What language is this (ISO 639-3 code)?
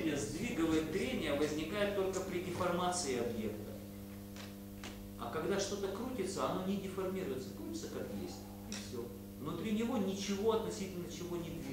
rus